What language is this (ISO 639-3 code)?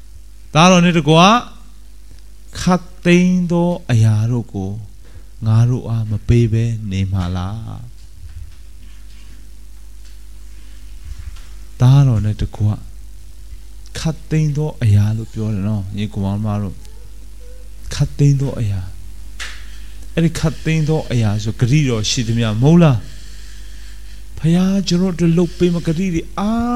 mya